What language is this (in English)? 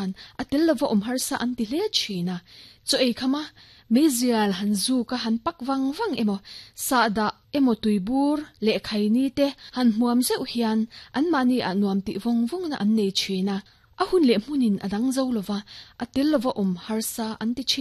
Mizo